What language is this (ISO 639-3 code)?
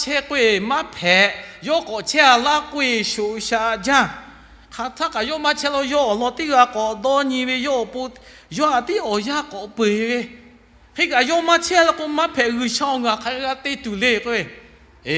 lhu